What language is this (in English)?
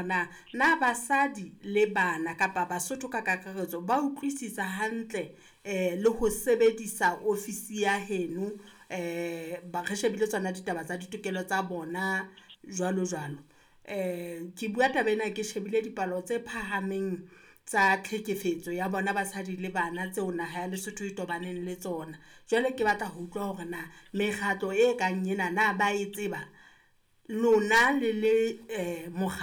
Southern Sotho